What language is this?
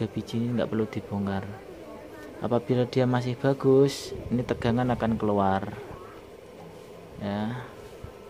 Indonesian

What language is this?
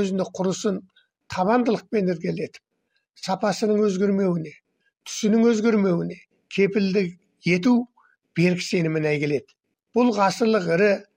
Kazakh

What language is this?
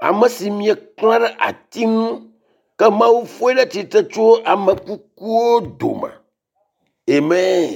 Ewe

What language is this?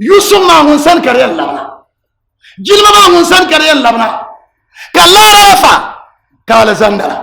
Dagbani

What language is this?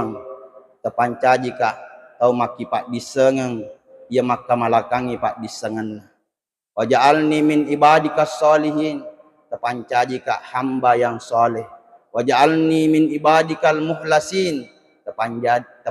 Buginese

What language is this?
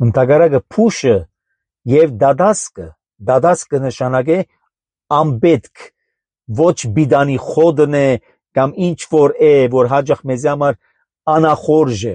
Armenian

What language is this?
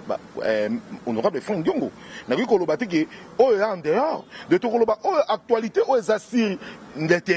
Lingala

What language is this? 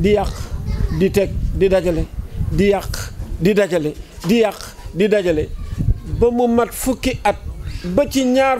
Wolof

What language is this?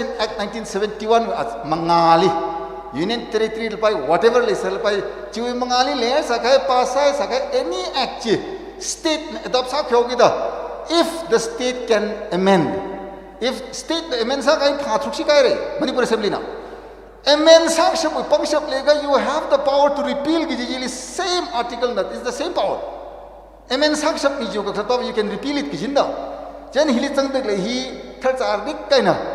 Tangkhul Naga (India)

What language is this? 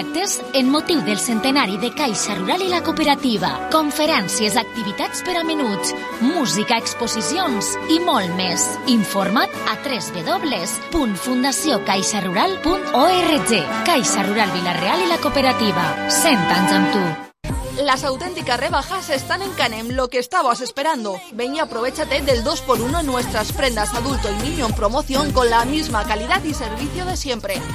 Catalan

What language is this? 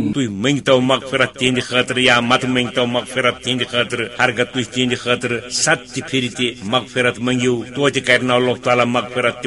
Kashmiri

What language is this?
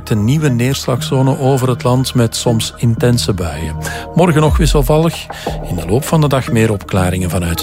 Dutch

